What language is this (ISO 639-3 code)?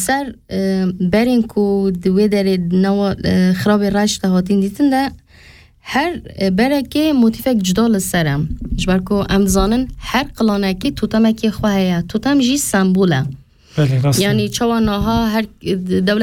kur